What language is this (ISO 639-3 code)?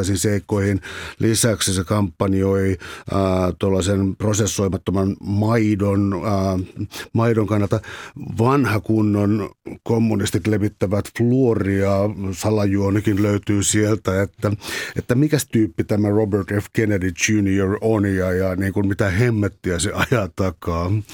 fin